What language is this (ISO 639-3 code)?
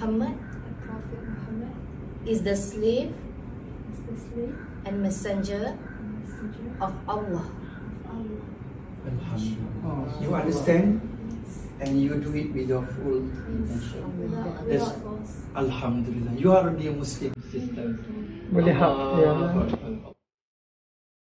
msa